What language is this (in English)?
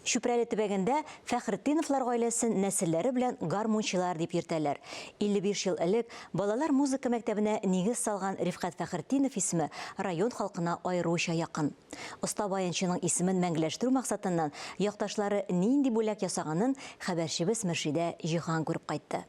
Tatar